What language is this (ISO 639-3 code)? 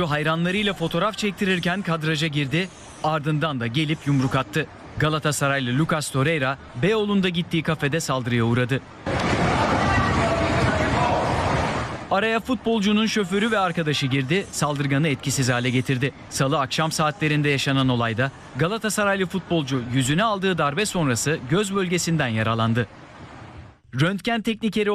tur